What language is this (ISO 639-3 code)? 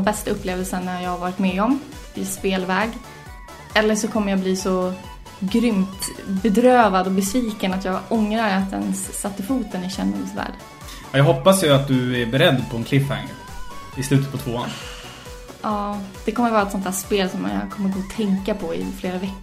swe